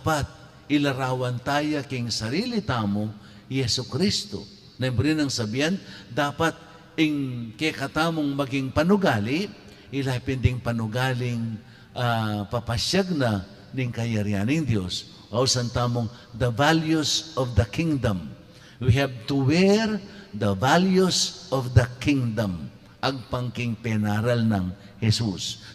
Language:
Pampanga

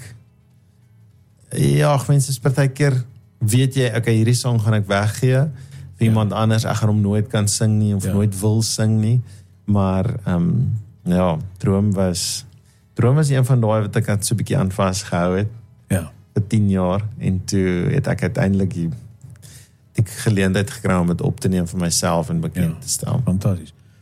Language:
Afrikaans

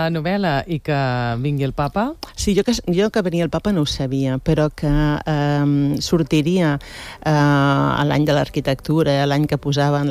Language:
Catalan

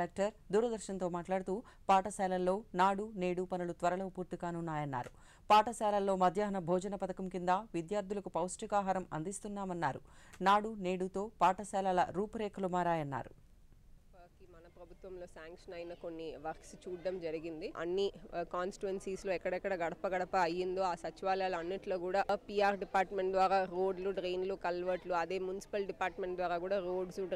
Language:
Telugu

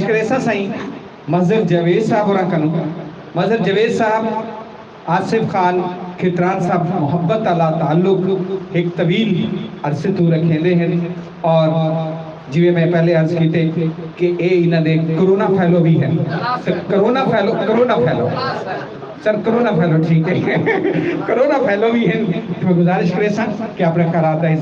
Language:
Saraiki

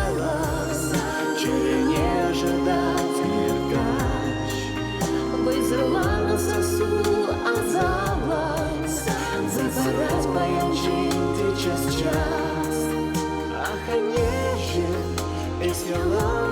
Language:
Chuvash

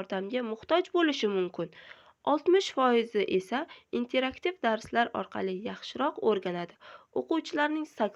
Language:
Uzbek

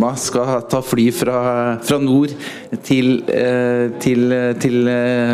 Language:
Norwegian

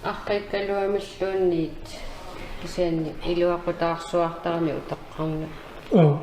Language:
Kalaallisut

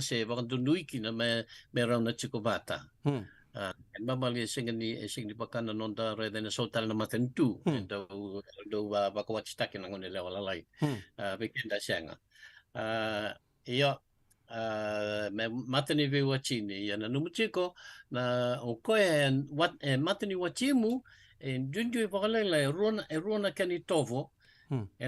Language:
Fijian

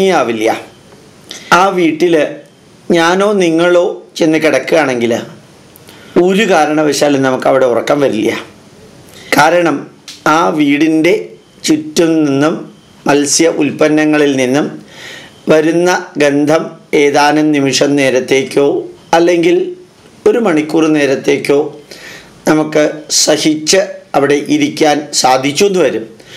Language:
Malayalam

